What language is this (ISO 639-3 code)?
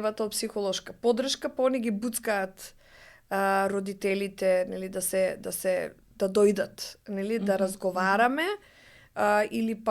mkd